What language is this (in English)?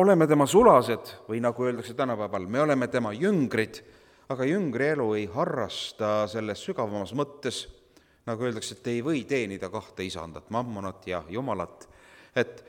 Estonian